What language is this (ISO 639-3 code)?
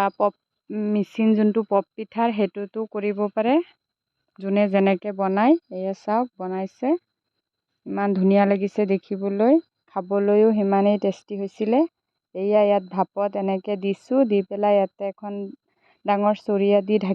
asm